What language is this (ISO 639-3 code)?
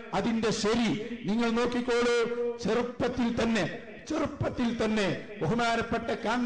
mal